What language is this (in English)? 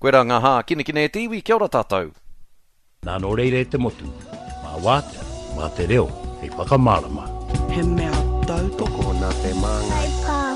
Māori